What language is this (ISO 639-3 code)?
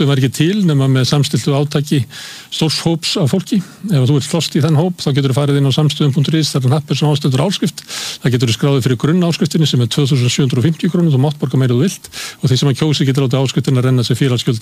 isl